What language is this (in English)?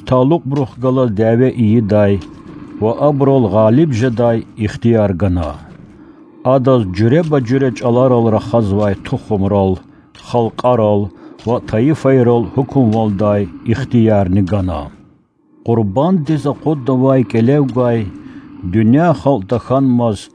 Lezghian